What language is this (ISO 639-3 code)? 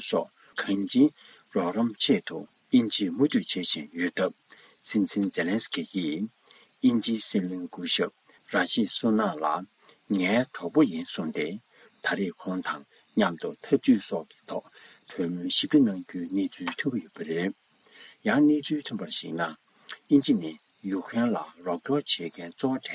bod